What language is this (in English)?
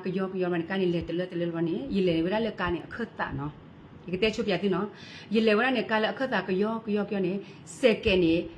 S'gaw Karen